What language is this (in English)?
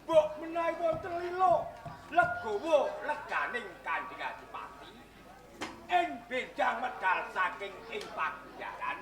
Javanese